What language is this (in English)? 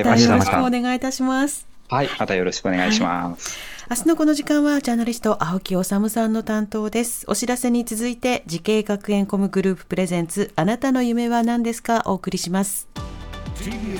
Japanese